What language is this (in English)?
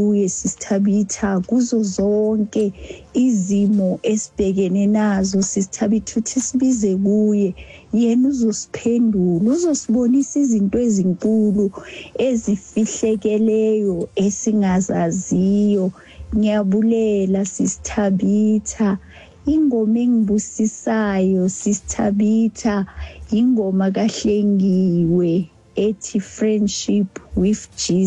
Xhosa